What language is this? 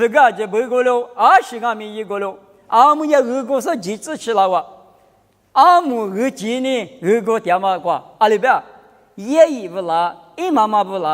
Lisu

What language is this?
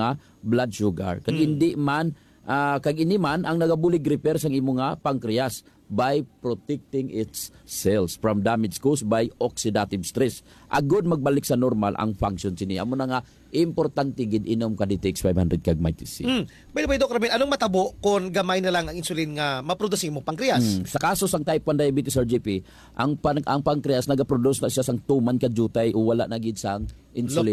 Hiligaynon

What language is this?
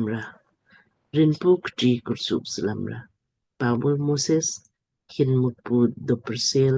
Lamkang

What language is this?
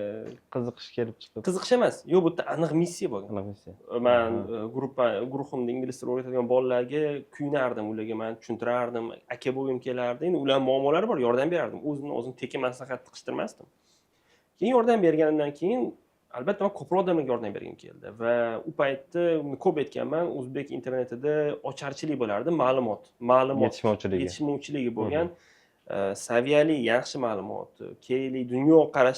Uzbek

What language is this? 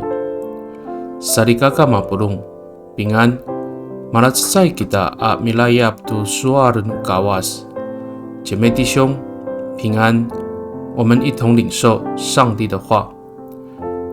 Amis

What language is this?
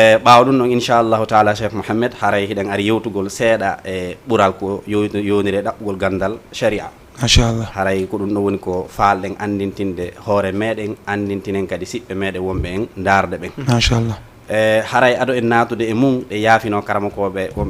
Fula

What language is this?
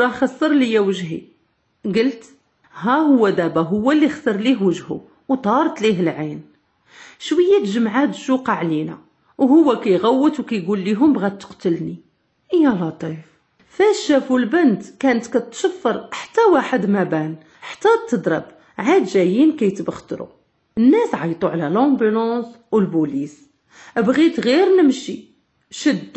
Moroccan Arabic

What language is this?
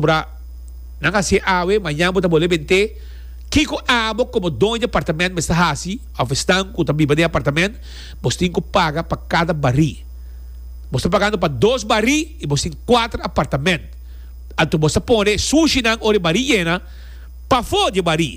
Papiamento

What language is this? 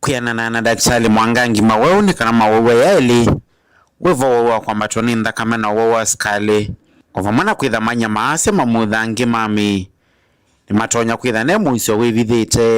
Kamba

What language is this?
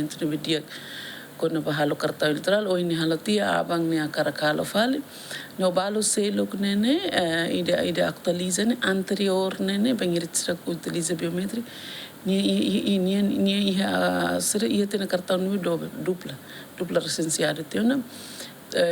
Tetum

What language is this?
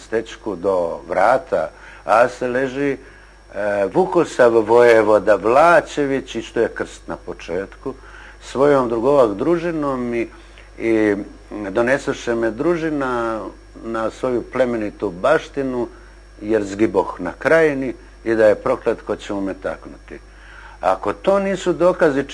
Bosnian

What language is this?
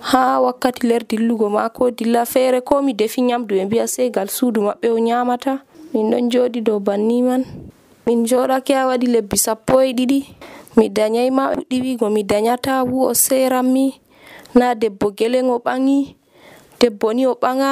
Nigerian Fulfulde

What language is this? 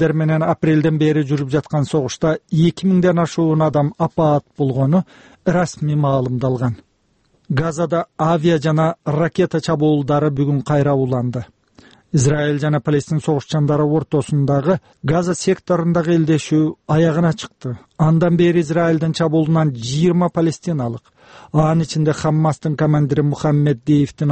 Kyrgyz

